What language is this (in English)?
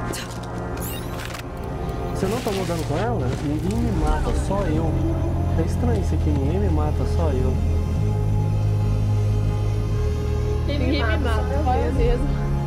Portuguese